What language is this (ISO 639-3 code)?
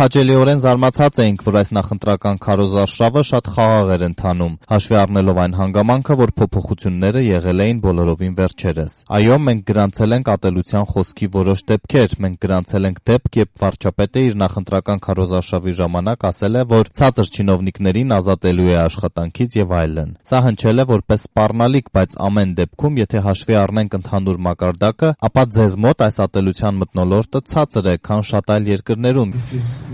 hye